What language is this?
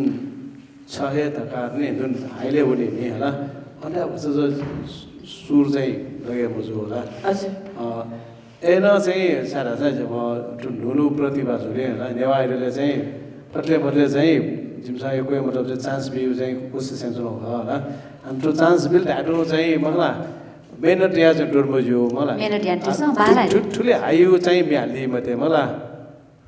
Newari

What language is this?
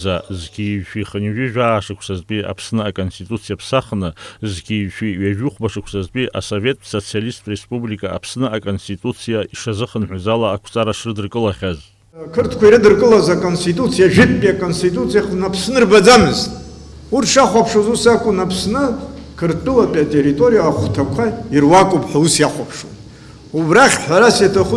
Abkhazian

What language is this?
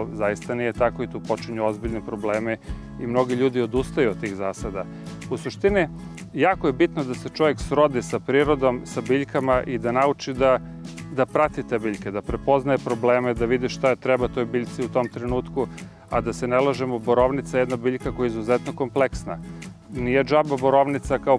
Serbian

